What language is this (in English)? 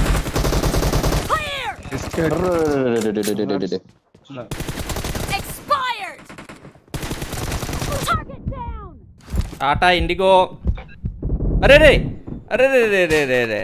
Telugu